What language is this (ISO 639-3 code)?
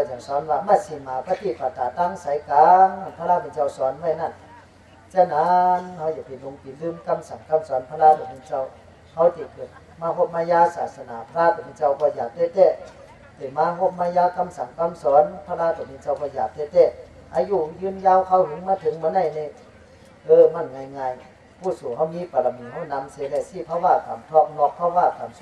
shn